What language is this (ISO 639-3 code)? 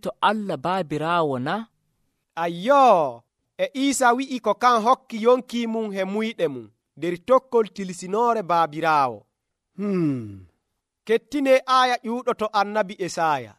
fuv